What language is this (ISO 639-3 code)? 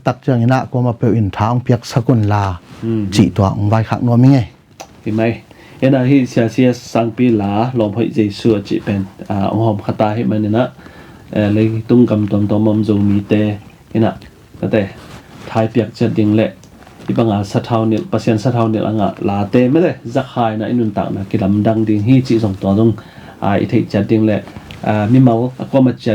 ctd